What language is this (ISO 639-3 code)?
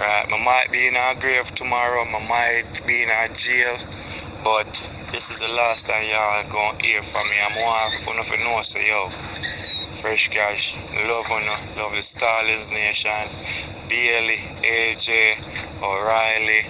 jam